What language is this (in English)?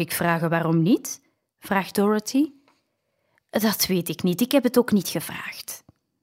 Dutch